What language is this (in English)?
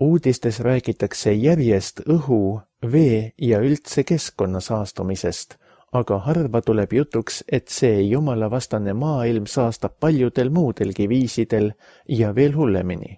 Estonian